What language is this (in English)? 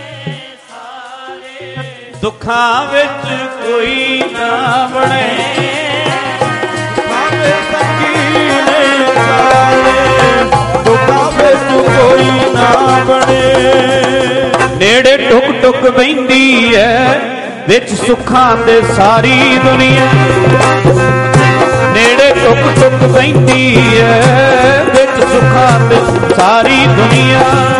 Punjabi